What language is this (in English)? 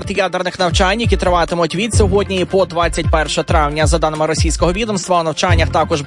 Ukrainian